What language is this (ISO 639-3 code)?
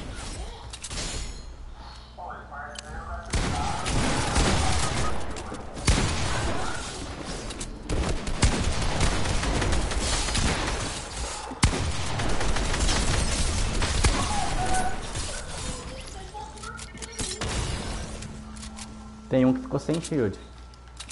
por